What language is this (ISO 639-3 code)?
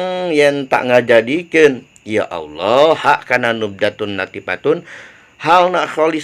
sun